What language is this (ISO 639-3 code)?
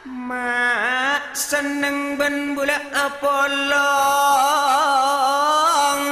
mad